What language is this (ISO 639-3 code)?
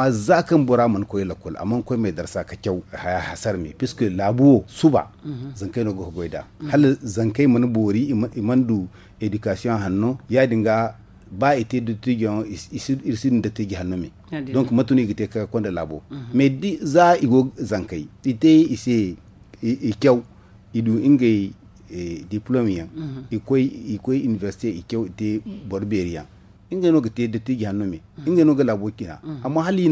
dje